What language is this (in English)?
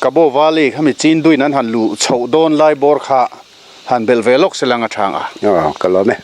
Mizo